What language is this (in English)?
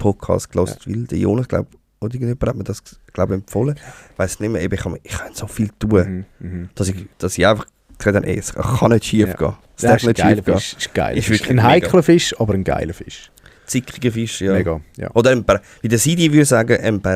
Swiss German